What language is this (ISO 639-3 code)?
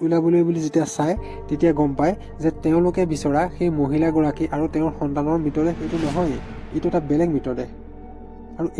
asm